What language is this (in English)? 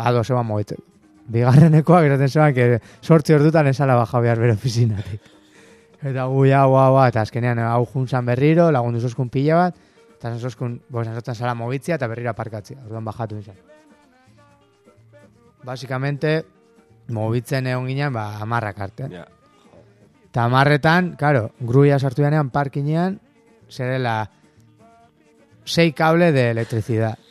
Basque